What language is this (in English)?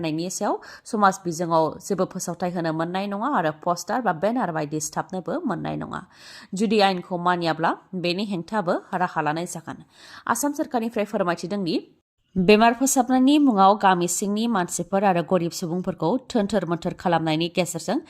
Bodo